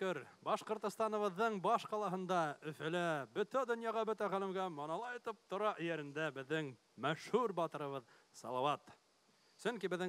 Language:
Bashkir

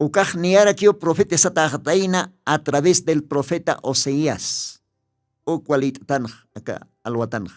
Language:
Aymara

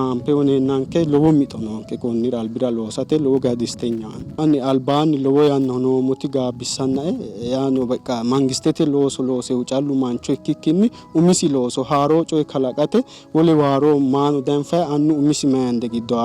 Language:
Sidamo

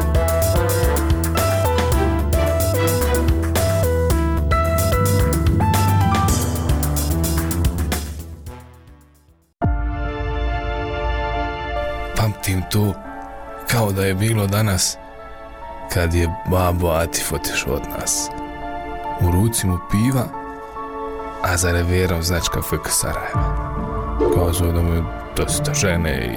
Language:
Bosnian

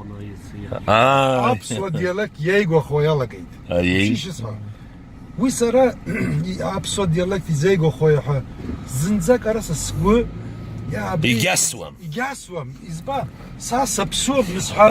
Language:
Abkhazian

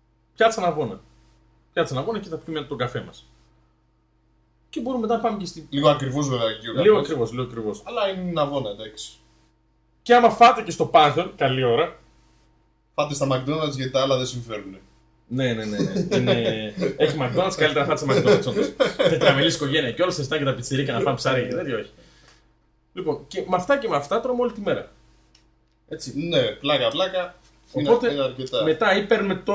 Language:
Greek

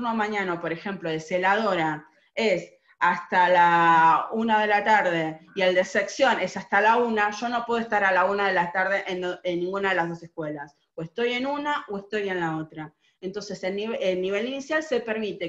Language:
Spanish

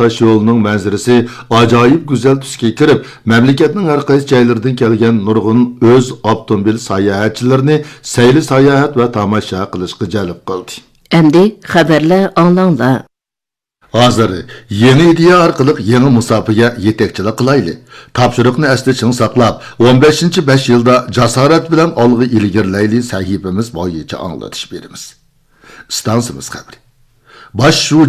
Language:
Uyghur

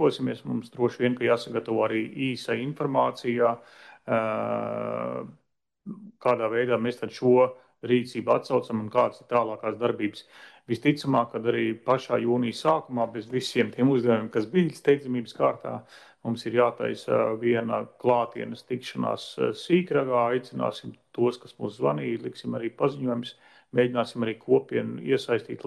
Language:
Latvian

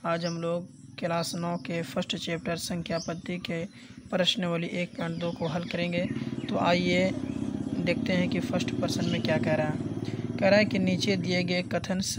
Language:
Hindi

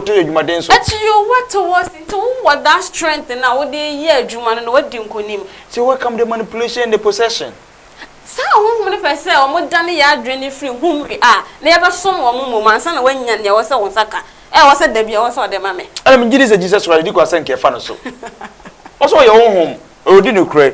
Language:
Akan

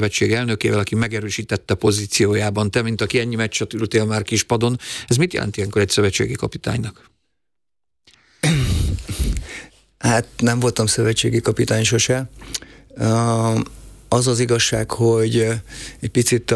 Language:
Hungarian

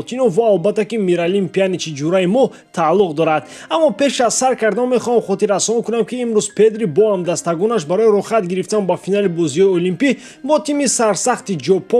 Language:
Tajik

